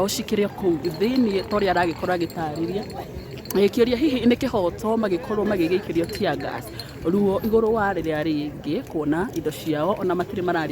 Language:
Kikuyu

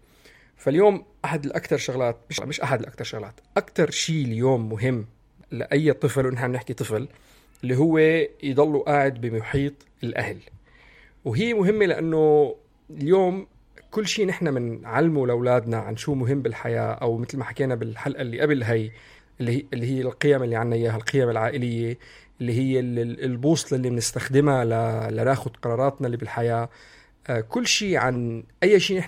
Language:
North Levantine Arabic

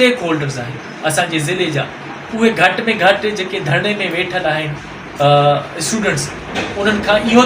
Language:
Sindhi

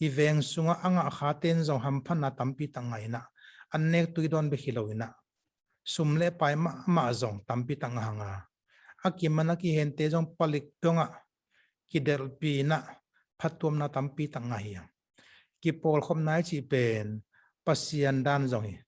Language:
Tedim Chin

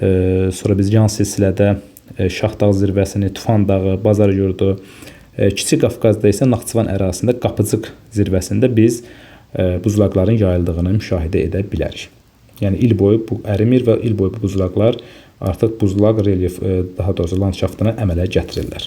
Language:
Azerbaijani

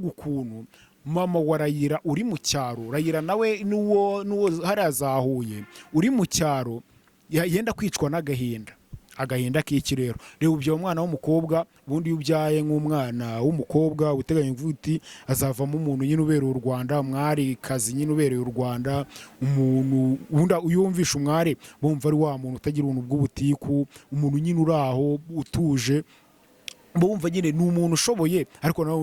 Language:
Kinyarwanda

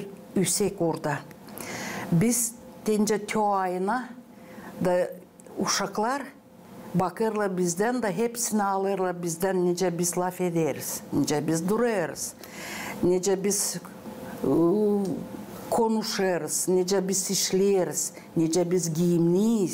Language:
Gagauz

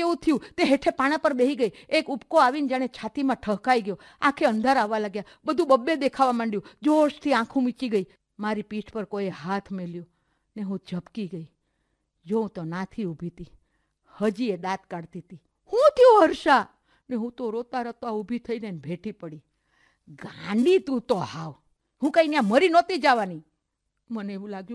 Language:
Gujarati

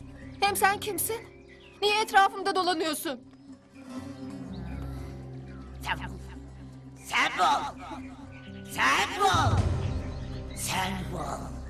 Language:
Turkish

